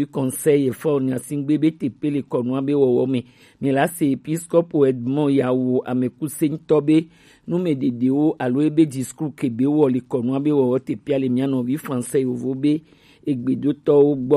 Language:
Gen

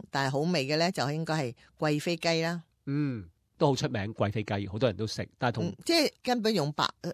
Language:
Cantonese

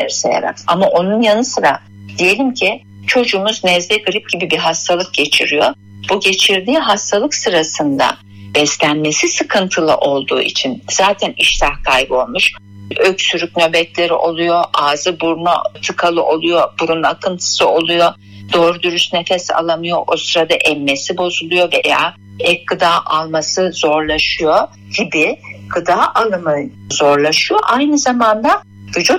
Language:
Turkish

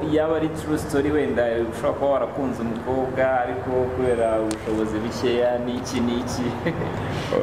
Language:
Kinyarwanda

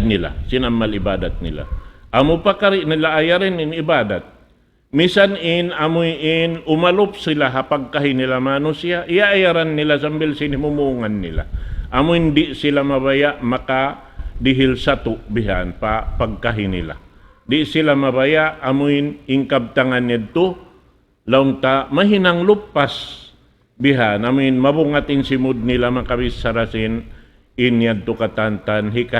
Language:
Tausug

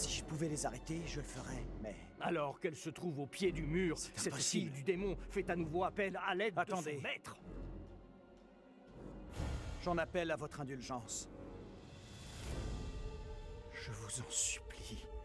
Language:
French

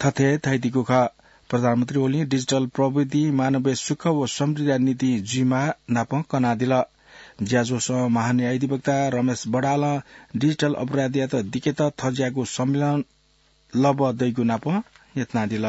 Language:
Newari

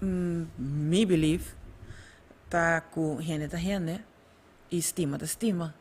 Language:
Papiamento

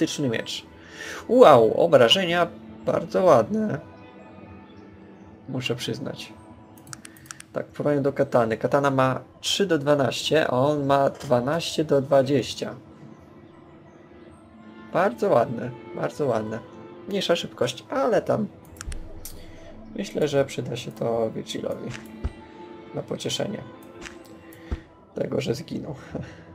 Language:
Polish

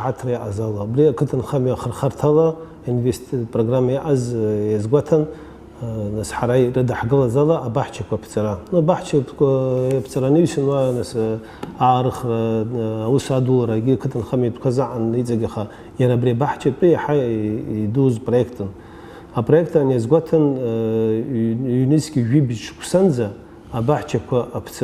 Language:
Abkhazian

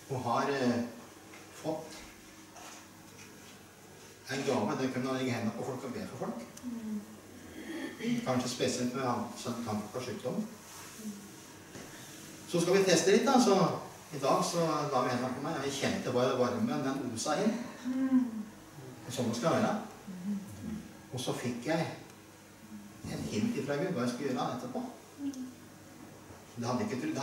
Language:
Norwegian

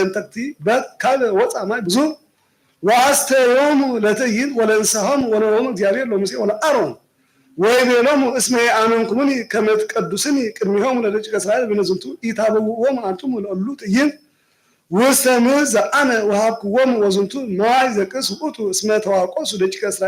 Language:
Geez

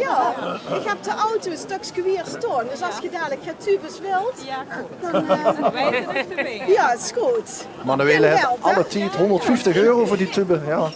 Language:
Limburgish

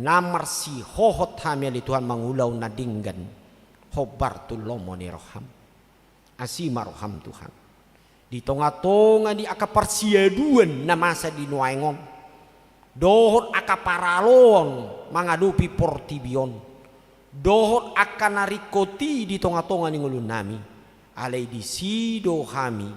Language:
Batak Toba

